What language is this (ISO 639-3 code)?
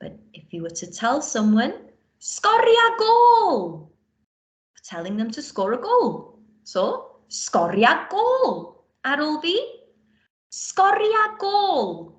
cym